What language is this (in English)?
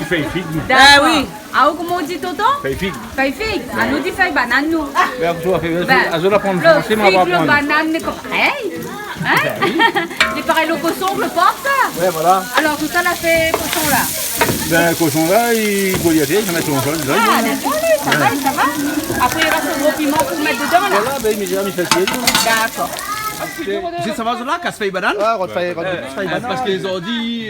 Réunion Creole French